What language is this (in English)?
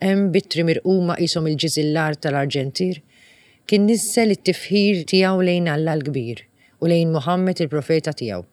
Maltese